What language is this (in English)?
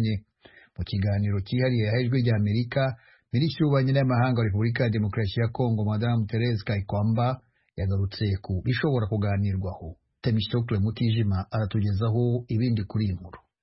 Kinyarwanda